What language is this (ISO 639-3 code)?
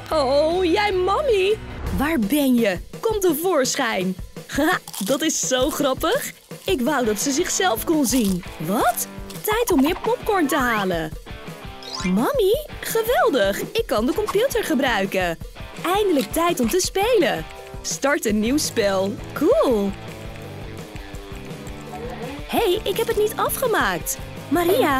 nld